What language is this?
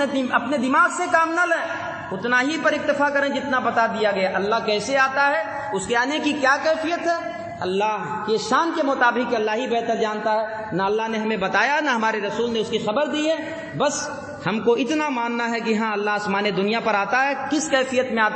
Urdu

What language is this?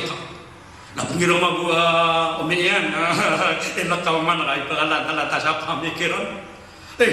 Maranao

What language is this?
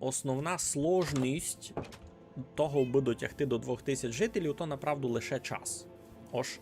Rusyn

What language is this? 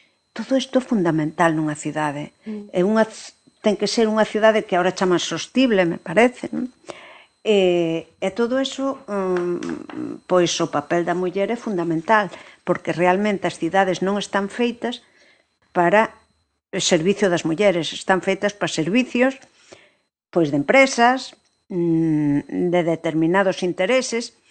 Galician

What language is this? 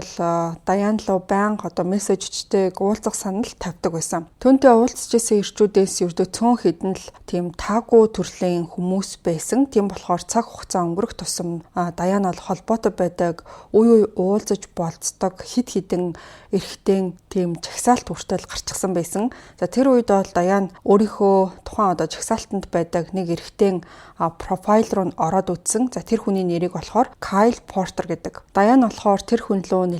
Mongolian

